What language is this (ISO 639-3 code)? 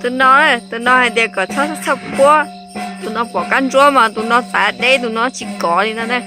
hmn